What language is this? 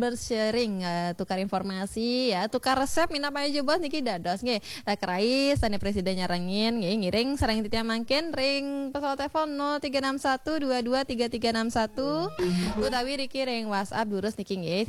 Balinese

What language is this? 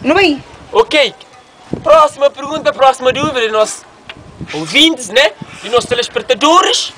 Kabuverdianu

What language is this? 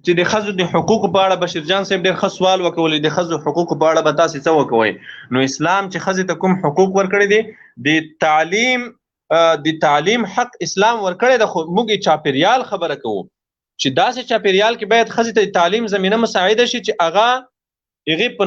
Pashto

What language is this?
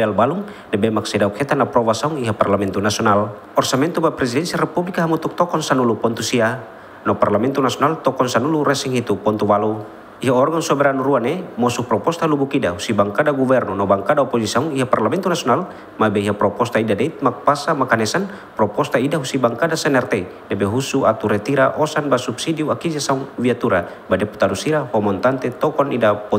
Tetum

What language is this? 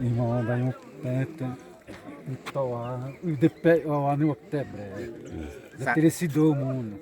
Xavánte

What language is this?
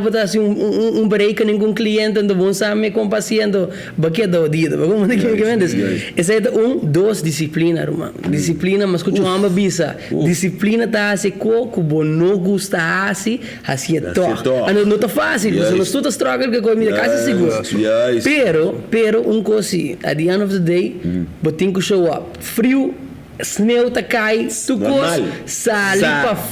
Papiamento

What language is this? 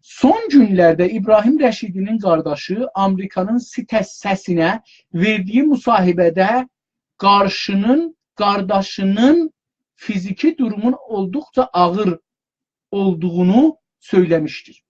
South Azerbaijani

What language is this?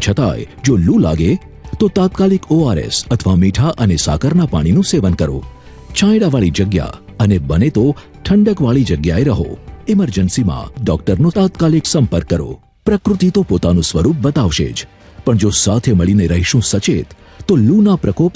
Gujarati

